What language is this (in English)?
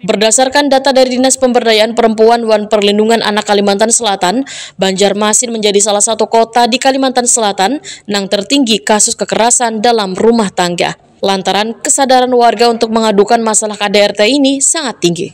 Banjar